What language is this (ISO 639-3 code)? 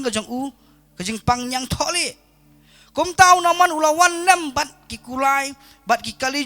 kha